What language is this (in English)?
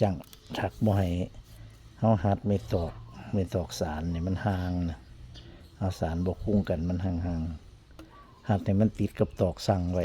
Northeastern Thai